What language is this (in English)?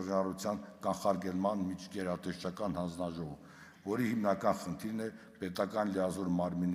Armenian